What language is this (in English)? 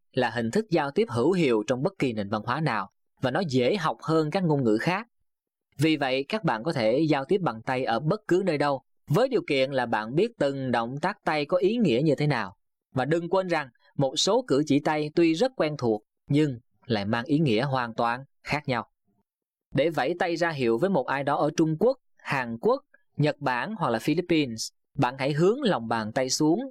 Vietnamese